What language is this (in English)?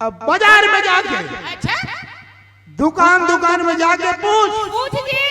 Chhattisgarhi